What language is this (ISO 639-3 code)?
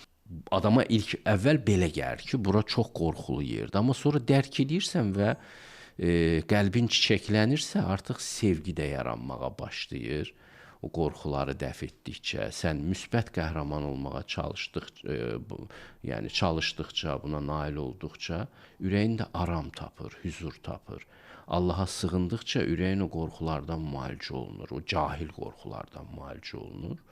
aze